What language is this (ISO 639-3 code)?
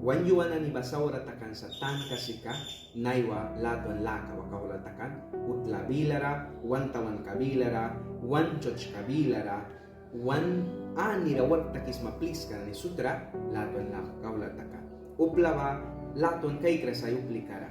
miq